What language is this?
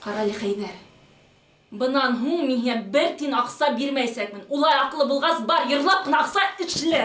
Bashkir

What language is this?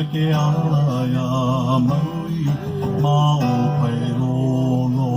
Hawaiian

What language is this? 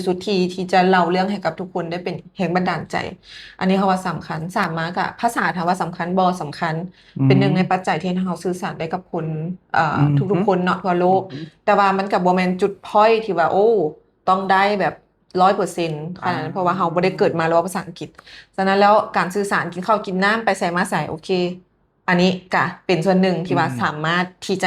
Lao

